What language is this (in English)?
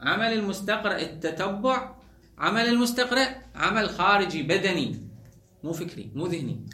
Mesopotamian Arabic